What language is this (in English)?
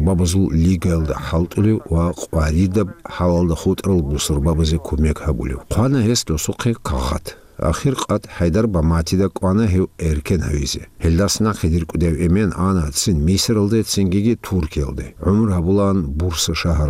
Avaric